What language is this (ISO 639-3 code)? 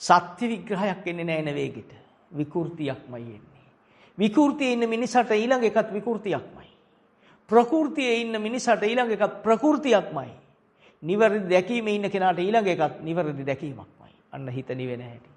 sin